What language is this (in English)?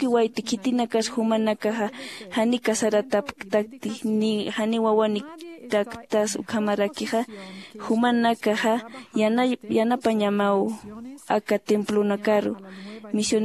Aymara